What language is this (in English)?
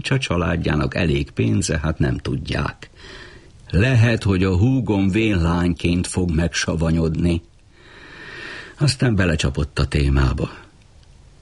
Hungarian